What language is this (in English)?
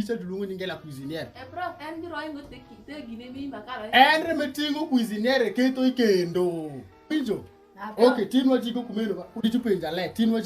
Alur